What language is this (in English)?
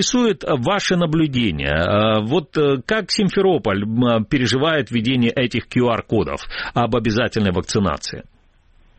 Russian